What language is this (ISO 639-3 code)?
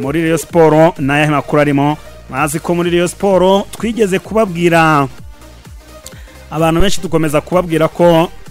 kin